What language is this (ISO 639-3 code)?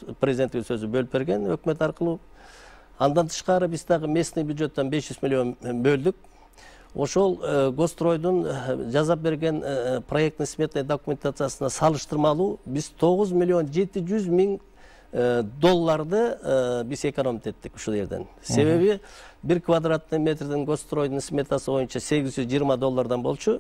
kir